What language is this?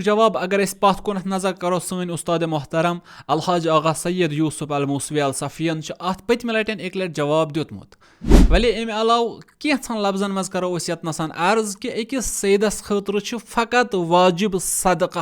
Kashmiri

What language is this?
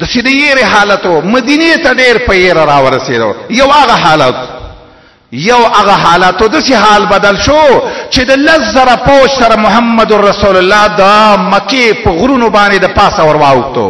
Pashto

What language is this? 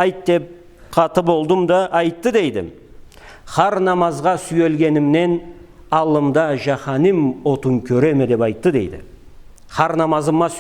Karachay-Balkar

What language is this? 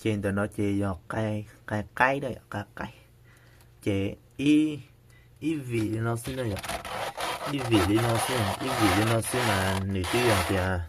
Hmong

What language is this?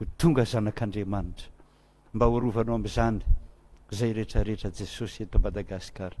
Malagasy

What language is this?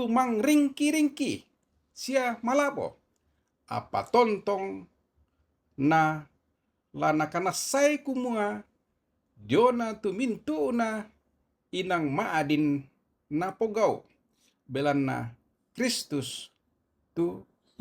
Toraja-Sa'dan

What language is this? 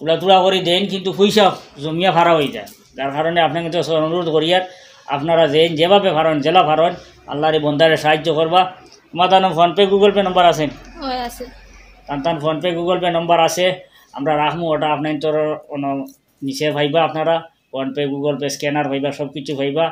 Sylheti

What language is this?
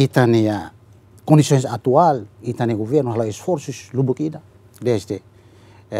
Tetum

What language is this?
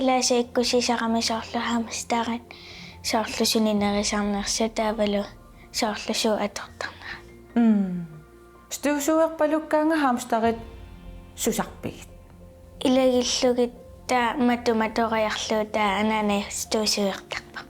Kalaallisut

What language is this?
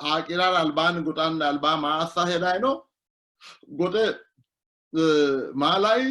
Sidamo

